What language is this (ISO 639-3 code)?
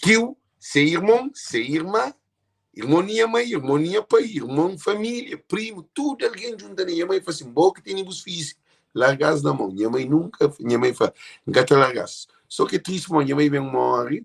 kea